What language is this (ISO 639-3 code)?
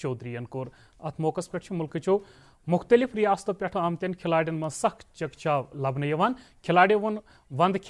kas